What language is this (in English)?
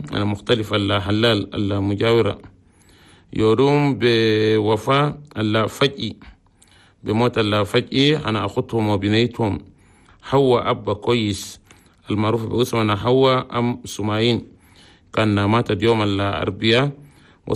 Chadian Arabic